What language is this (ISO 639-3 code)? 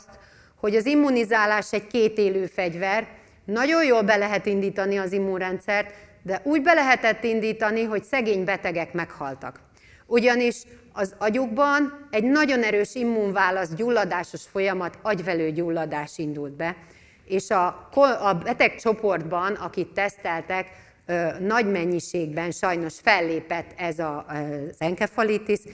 hun